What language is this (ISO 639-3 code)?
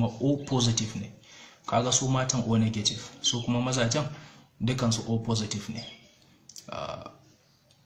hau